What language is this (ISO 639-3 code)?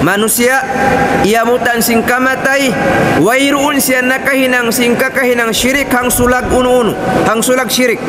tsg